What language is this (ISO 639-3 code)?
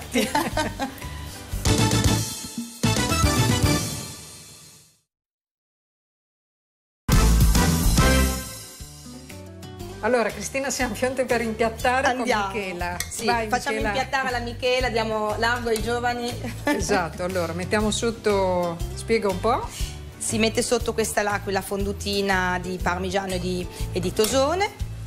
ita